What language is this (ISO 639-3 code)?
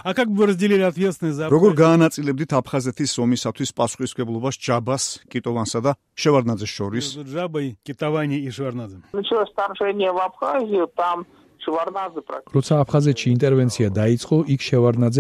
kat